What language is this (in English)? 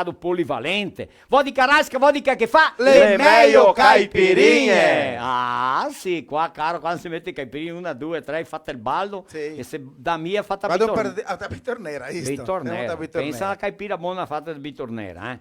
Venetian